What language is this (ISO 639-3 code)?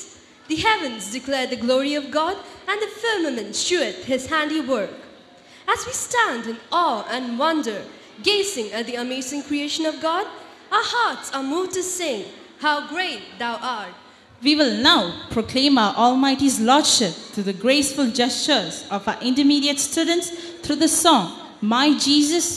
eng